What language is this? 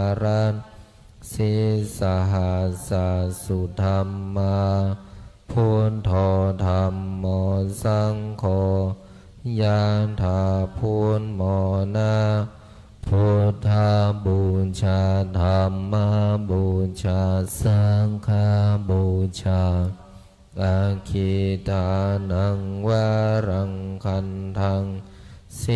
Pali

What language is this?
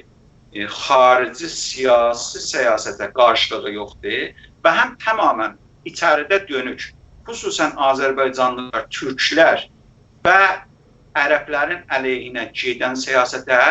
South Azerbaijani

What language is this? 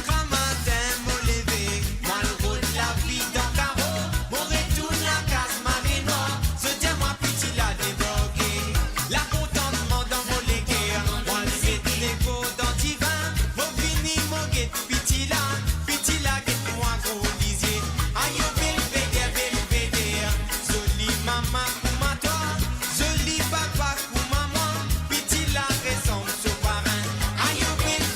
Morisyen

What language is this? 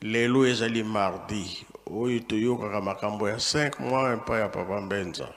Lingala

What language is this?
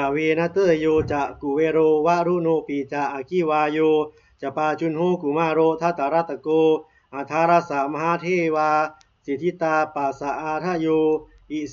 Pali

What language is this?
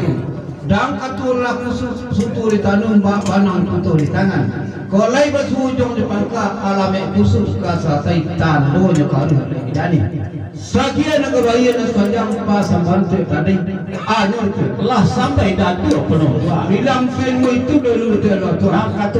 Minangkabau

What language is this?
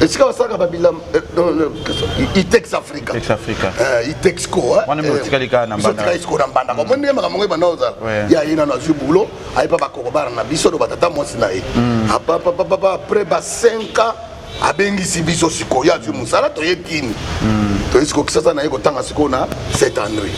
Lingala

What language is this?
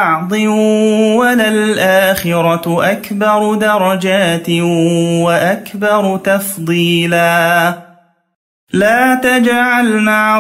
Arabic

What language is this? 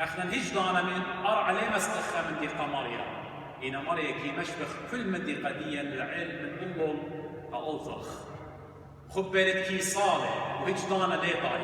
Assyrian Neo-Aramaic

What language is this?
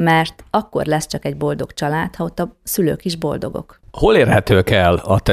Hungarian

